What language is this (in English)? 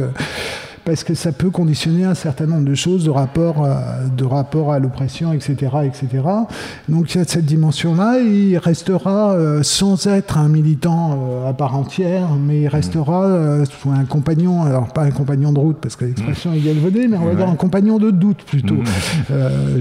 French